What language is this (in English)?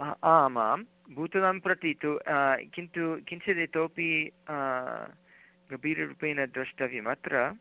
Sanskrit